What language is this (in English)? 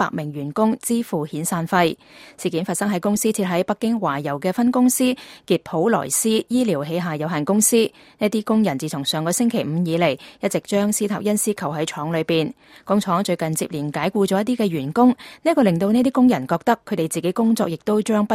Cantonese